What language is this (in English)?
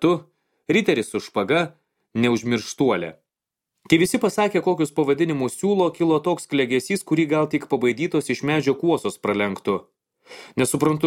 Lithuanian